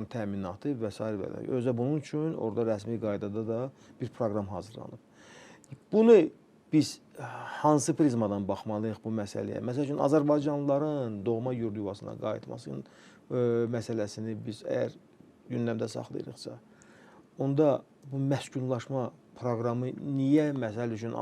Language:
Azerbaijani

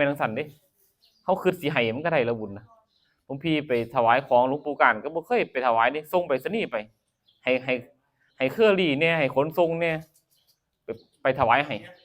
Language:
Northeastern Thai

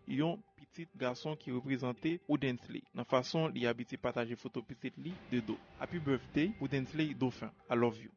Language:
Haitian Creole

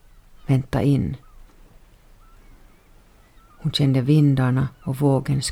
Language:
Swedish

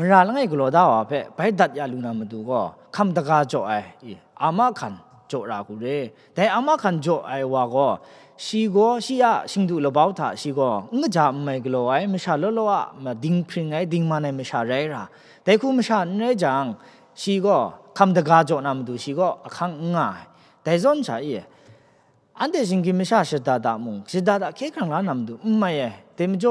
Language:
Kachin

